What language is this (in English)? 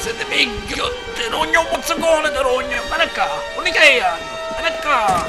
Sicilian